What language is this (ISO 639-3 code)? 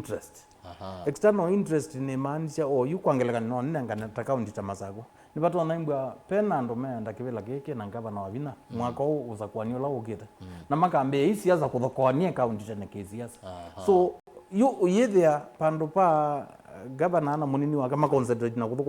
kam